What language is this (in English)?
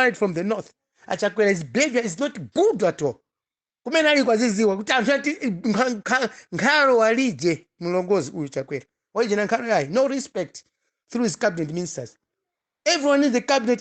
Nyanja